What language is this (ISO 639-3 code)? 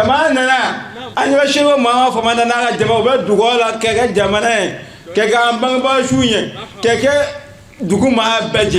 bam